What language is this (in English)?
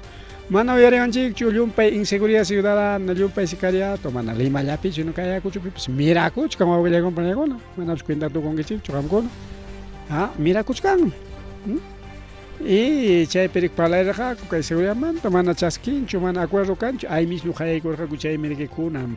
Ayacucho Quechua